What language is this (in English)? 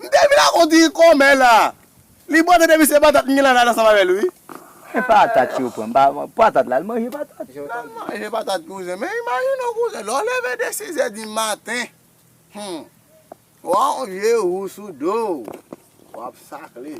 Haitian Creole